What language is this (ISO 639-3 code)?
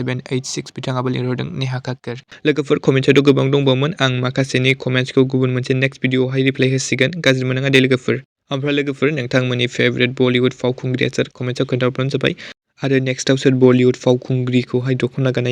brx